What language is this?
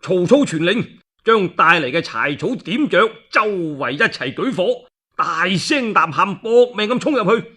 Cantonese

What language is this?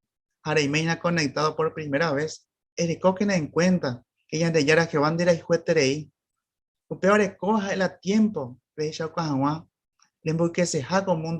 Guarani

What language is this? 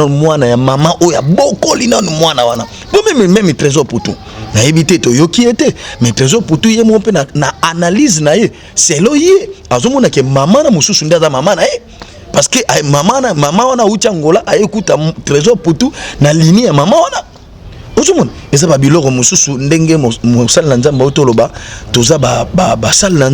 Lingala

